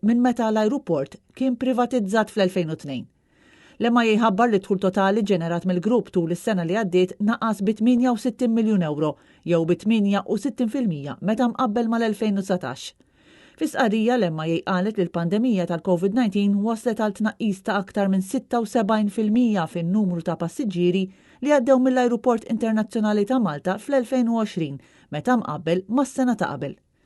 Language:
Maltese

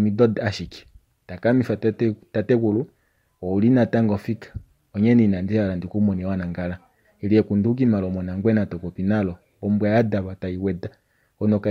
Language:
Kuanyama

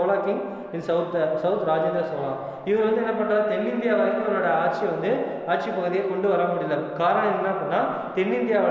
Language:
Tamil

